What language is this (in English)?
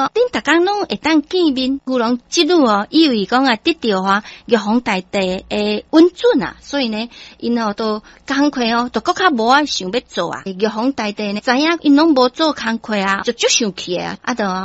Min Nan Chinese